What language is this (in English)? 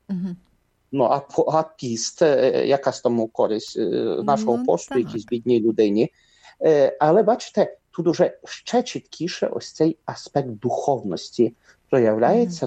Ukrainian